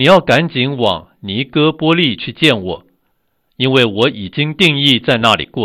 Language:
Chinese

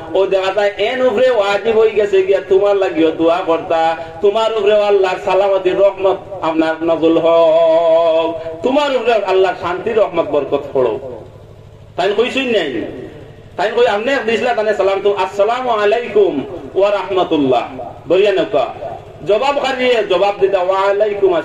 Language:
Sylheti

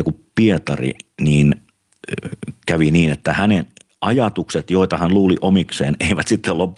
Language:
Finnish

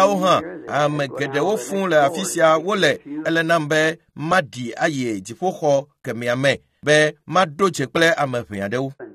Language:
Ewe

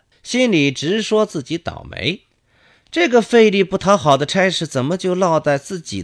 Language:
Chinese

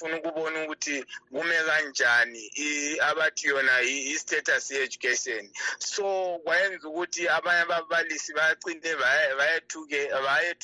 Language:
North Ndebele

